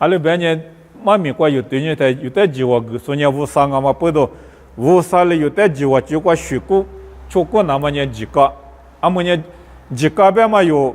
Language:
Lisu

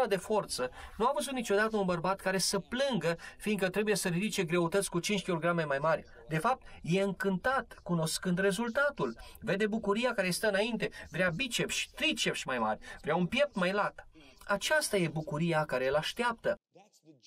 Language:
Romanian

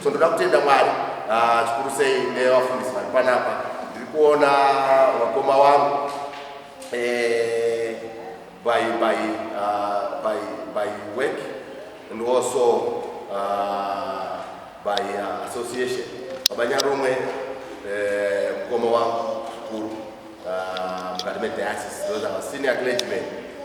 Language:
Shona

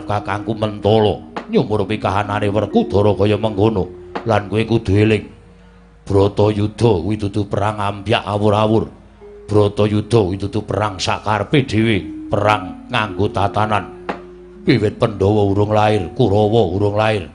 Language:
Javanese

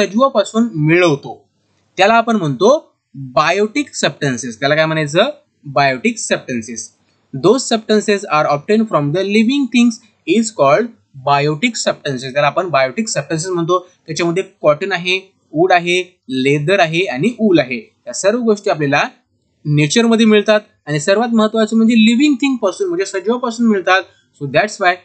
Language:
Marathi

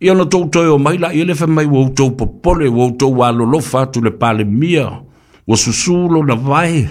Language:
Samoan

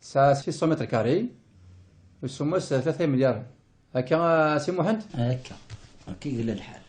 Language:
Kabyle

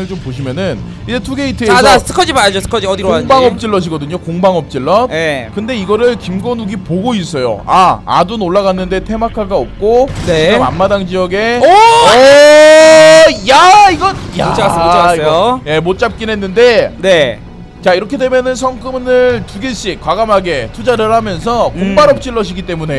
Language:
Korean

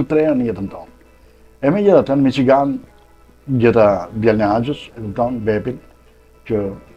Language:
Albanian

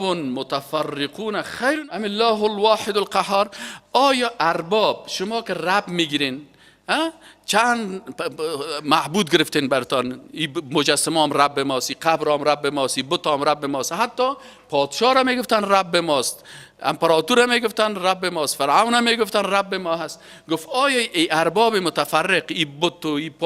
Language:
Persian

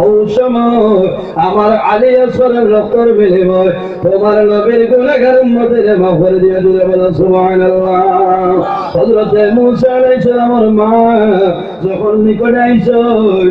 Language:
Sylheti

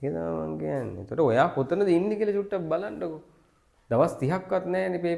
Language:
Sinhala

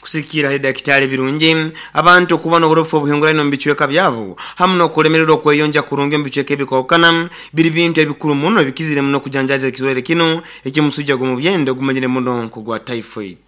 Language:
Nyoro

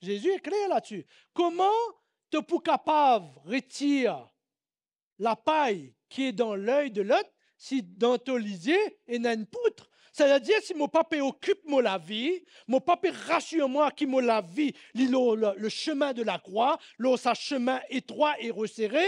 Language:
Morisyen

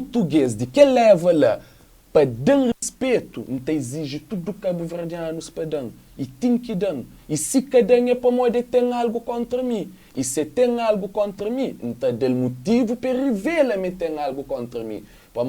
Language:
Kabuverdianu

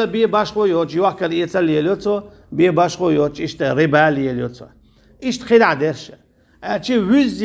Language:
Chechen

